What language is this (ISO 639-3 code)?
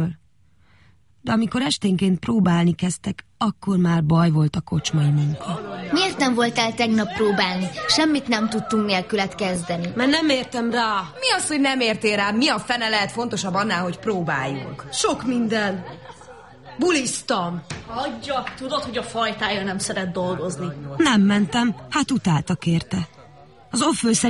hun